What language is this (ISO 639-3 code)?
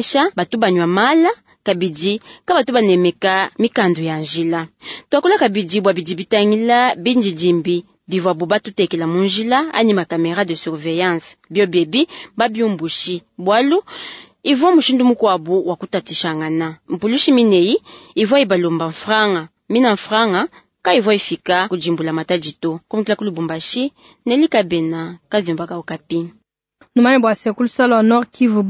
lua